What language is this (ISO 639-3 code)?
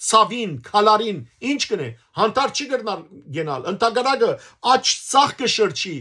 hyw